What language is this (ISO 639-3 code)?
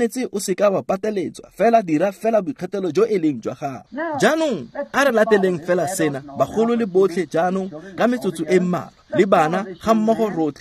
tsn